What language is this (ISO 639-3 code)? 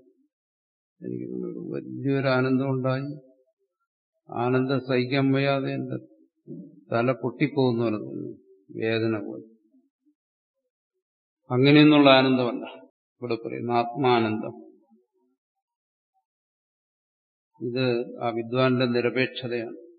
mal